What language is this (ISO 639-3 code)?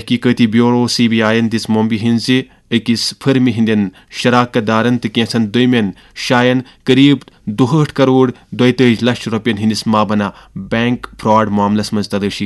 kas